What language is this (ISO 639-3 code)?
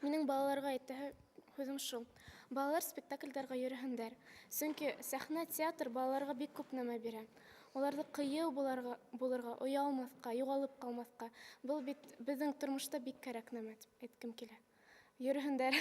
bak